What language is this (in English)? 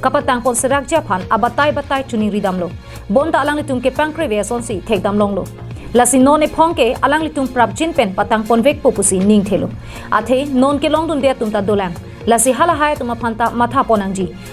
Karbi